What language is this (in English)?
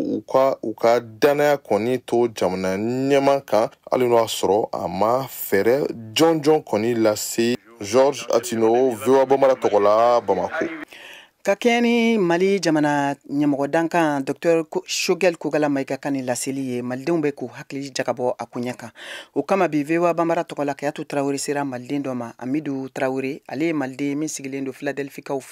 Bambara